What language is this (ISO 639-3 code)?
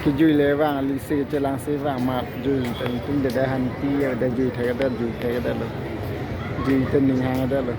mjw